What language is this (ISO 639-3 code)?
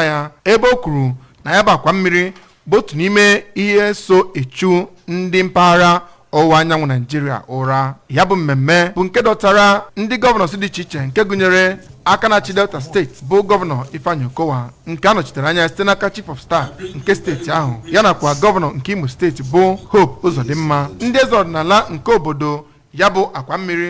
ibo